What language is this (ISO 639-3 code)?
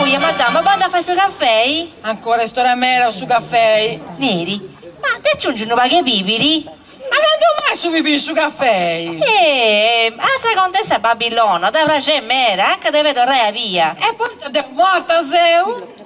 srd